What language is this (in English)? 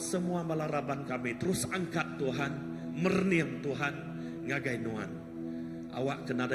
Iban